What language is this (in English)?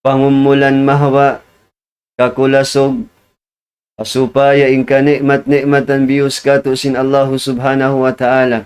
Tausug